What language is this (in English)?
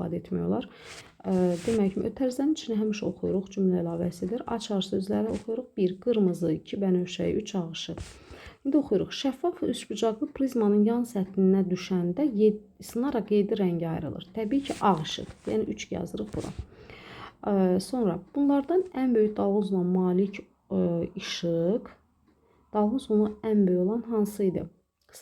Azerbaijani